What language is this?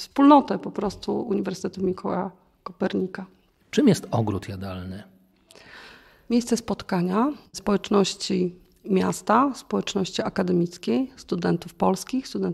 Polish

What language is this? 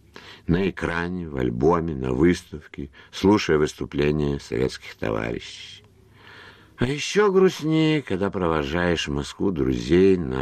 Russian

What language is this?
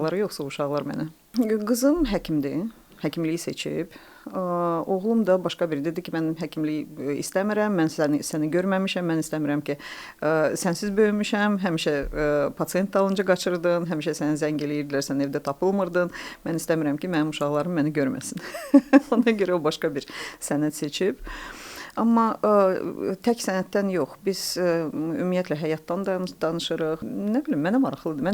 Azerbaijani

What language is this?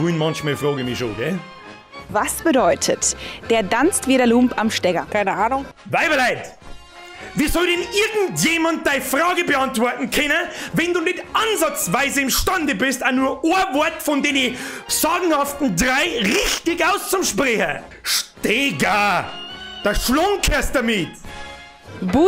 Bavarian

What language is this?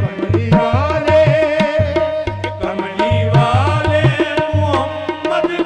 Punjabi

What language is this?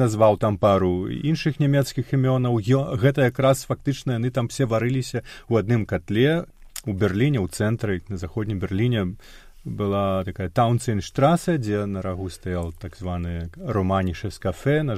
Belarusian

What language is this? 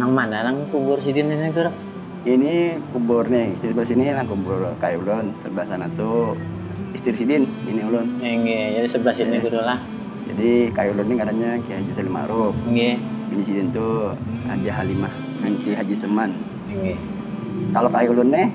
Banjar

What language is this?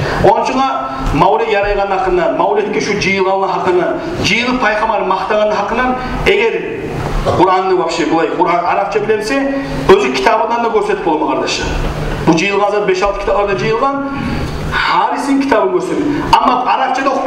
Kumyk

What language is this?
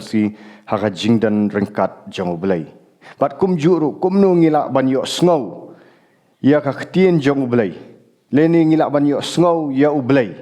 Khasi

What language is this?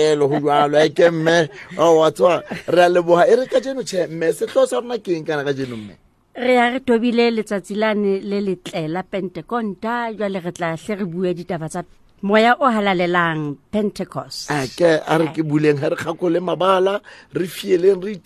Southern Sotho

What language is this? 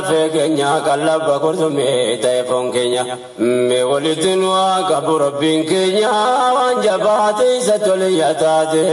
Oromo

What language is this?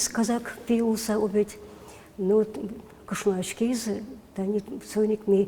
Udmurt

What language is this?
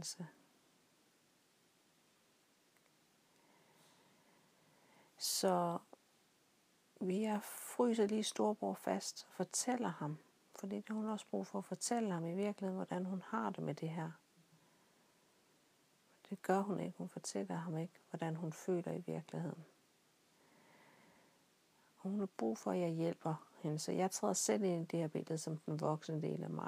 Danish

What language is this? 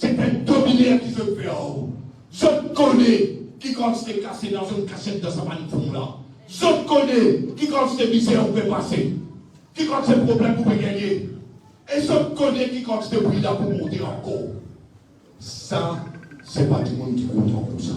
Morisyen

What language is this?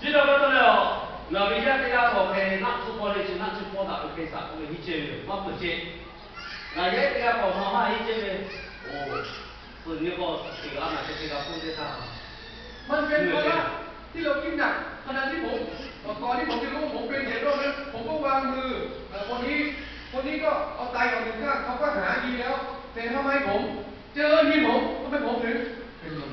Lahu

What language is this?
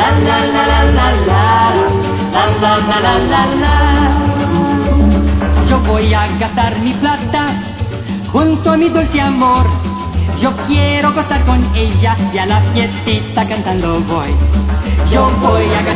Spanish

